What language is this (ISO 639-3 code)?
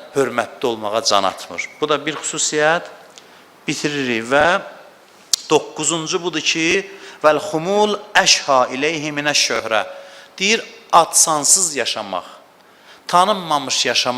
aze